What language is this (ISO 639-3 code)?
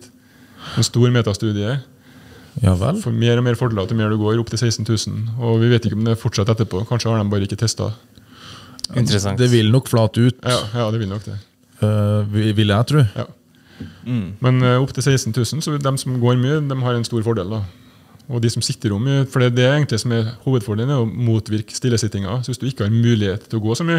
nor